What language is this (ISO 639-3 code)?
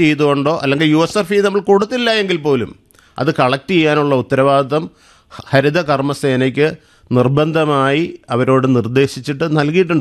mal